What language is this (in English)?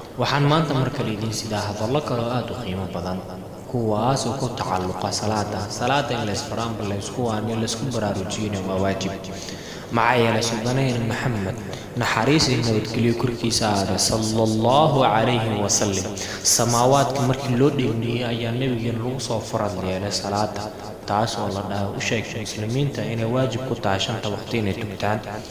Somali